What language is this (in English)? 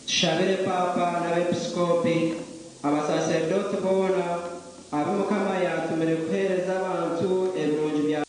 Nyankole